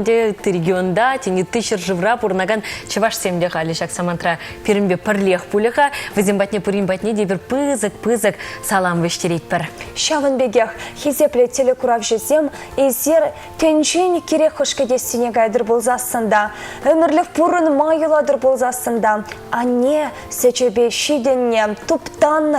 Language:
Chuvash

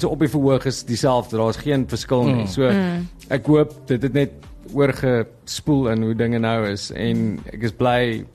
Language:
Afrikaans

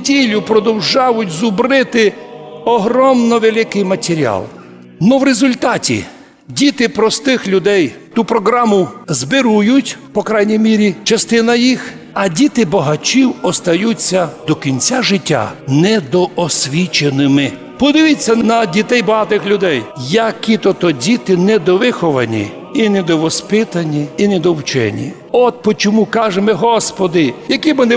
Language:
Rusyn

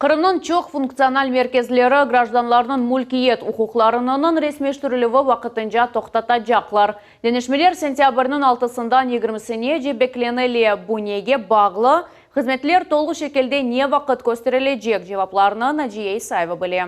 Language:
Crimean Tatar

